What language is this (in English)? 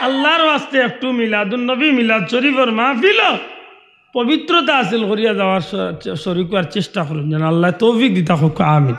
Sylheti